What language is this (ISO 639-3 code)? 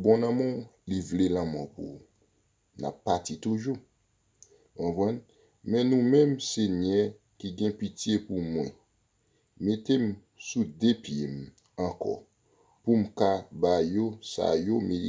hat